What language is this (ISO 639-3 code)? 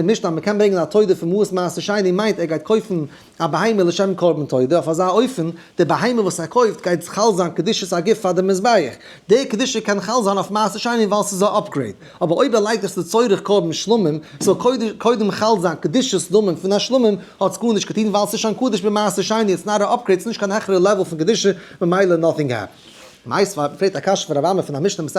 yid